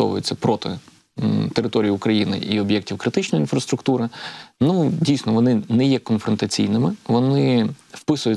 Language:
Ukrainian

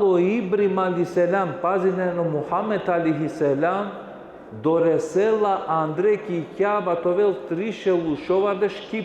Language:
Balkan Romani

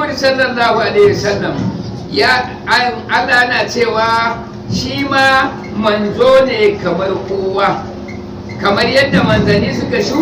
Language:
Hausa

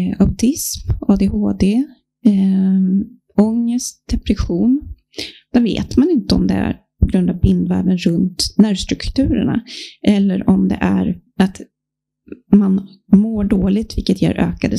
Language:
Swedish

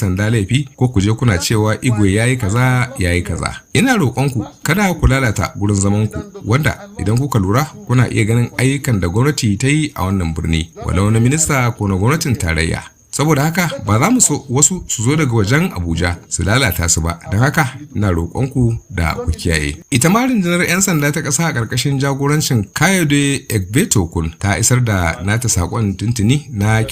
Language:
Hausa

